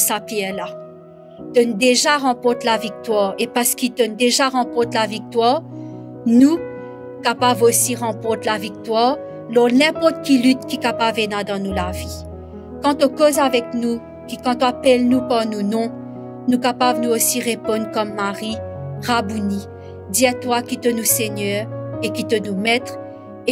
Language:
Morisyen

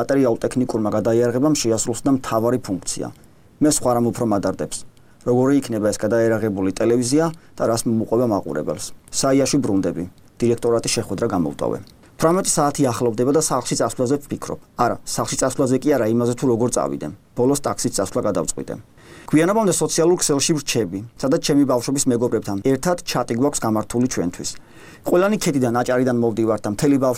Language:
Georgian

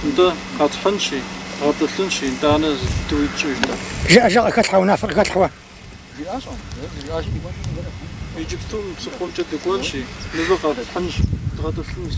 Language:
Kabardian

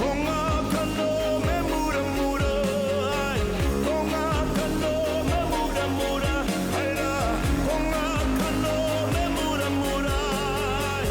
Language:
Māori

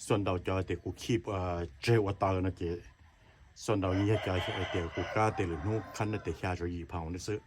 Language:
Hmong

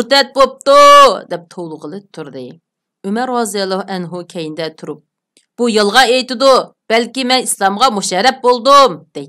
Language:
Uyghur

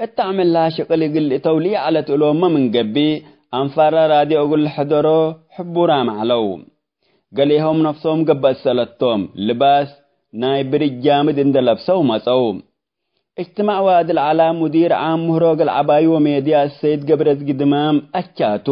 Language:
Tigre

